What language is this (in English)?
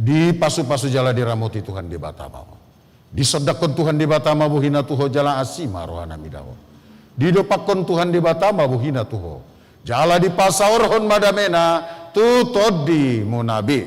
Batak Toba